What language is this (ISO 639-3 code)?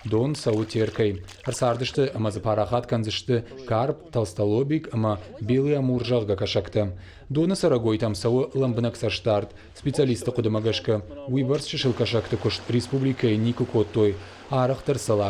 oss